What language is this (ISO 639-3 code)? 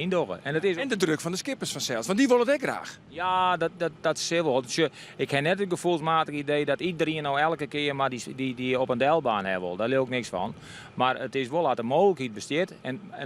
fry